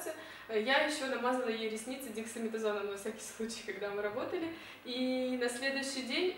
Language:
Russian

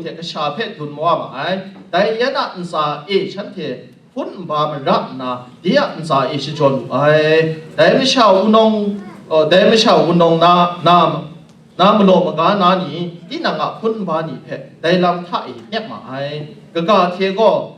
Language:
Kachin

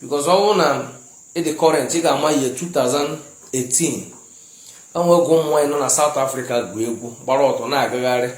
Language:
Igbo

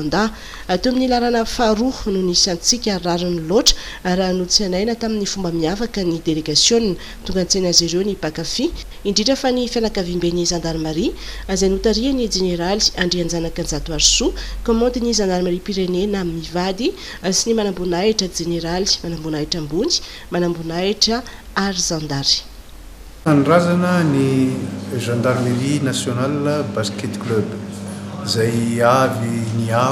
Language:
Malagasy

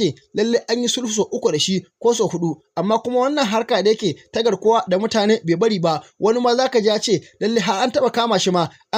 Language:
Hausa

